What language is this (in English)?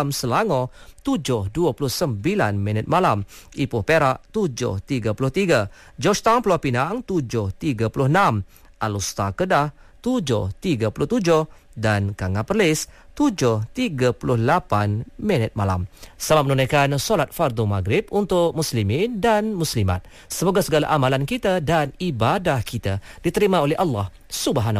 Malay